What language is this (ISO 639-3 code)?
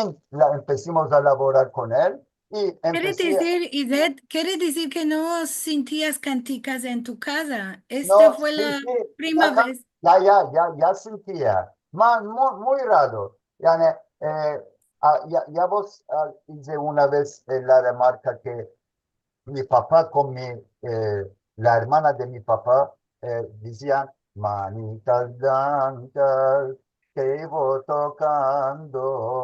lad